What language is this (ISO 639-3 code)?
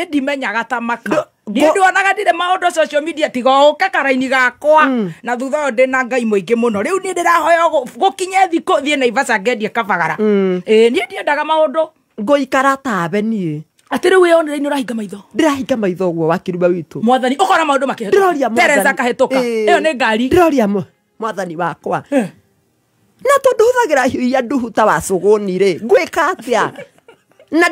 kik